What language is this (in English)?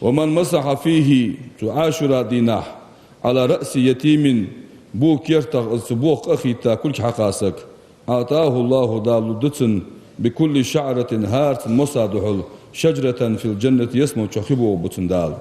Ingush